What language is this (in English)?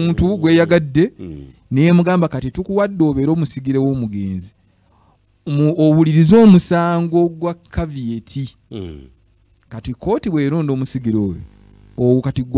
Ganda